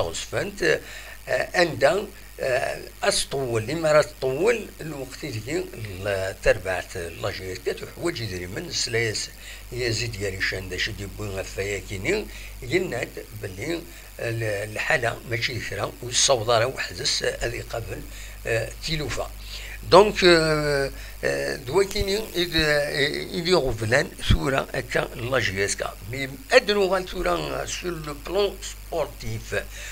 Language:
Kabyle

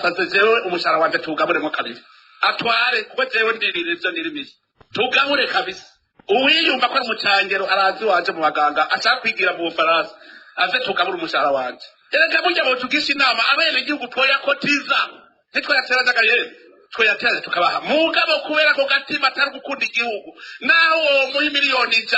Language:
Rundi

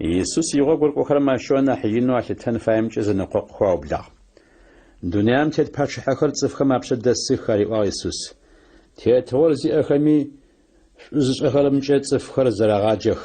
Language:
Adyghe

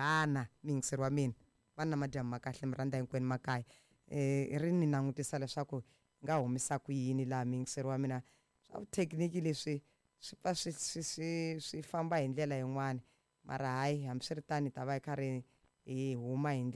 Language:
Tsonga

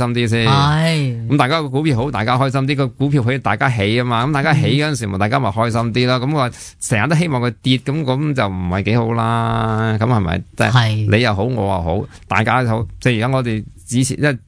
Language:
Cantonese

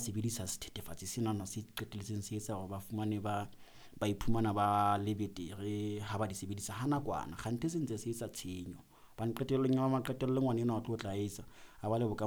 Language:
Southern Sotho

